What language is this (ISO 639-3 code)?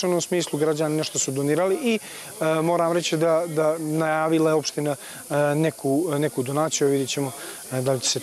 srp